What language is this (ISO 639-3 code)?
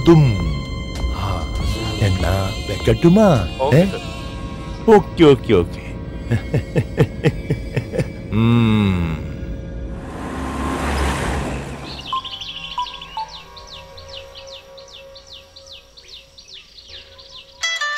mal